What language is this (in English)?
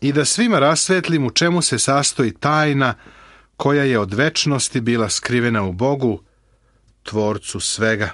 Serbian